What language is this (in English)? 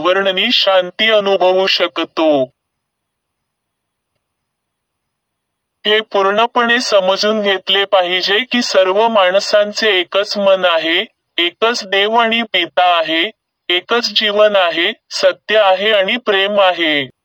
Marathi